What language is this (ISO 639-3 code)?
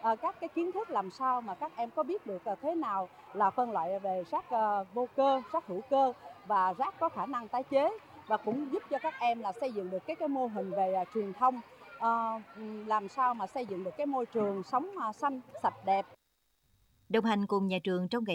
vie